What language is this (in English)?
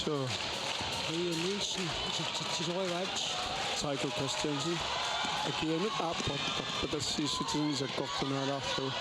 Kalaallisut